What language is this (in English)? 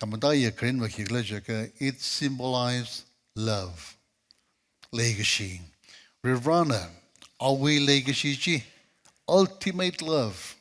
Tangkhul Naga (India)